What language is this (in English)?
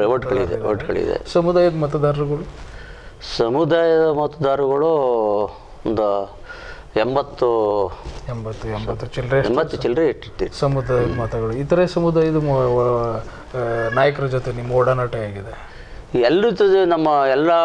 Kannada